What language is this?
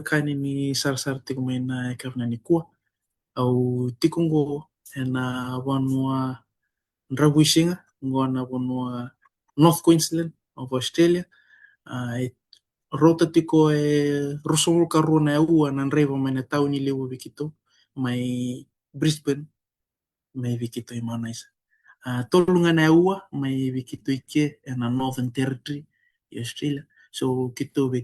Fijian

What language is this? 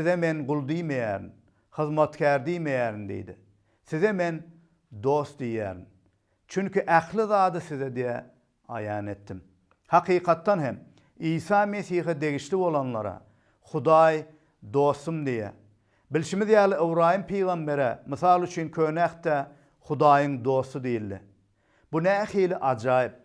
Turkmen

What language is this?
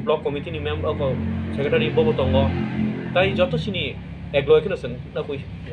Kok Borok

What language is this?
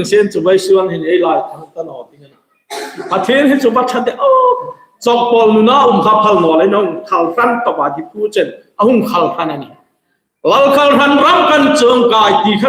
Hmar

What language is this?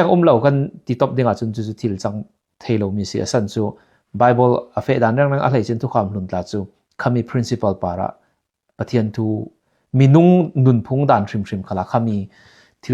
Falam Chin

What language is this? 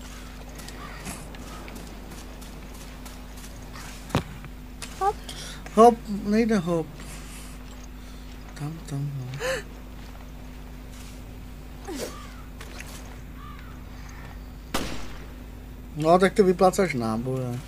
Czech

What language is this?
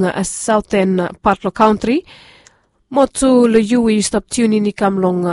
Bislama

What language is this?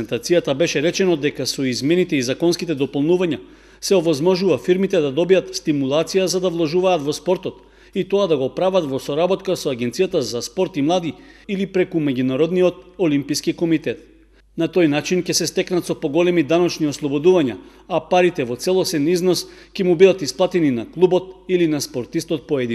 Macedonian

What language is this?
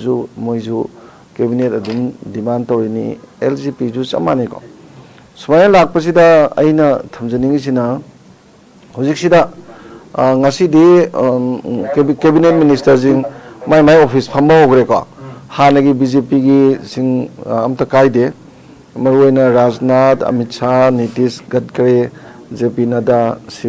Manipuri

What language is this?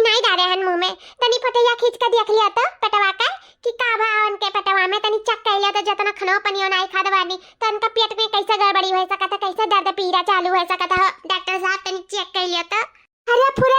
Awadhi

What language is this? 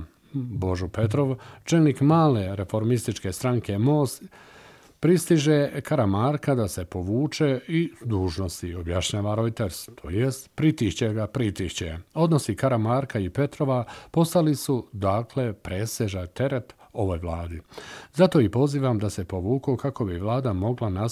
Bosnian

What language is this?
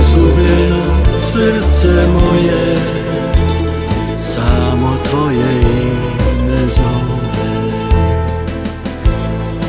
Serbian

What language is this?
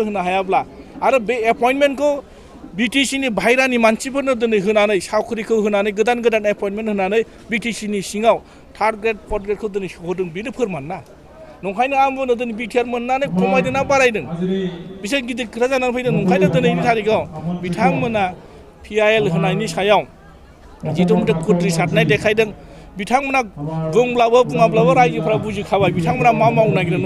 Bodo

